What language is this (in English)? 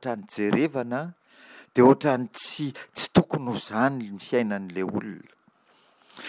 Malagasy